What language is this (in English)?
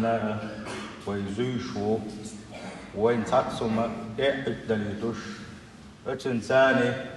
Chechen